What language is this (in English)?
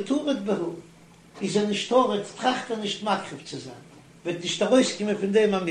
Yiddish